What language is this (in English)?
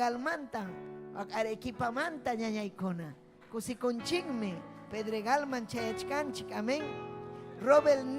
Ayacucho Quechua